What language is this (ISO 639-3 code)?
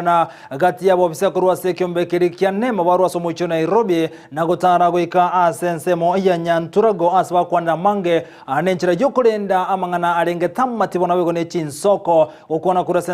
guz